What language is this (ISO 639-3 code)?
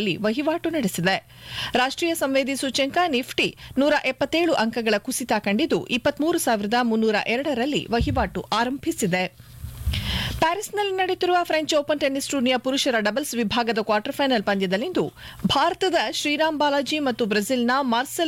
kan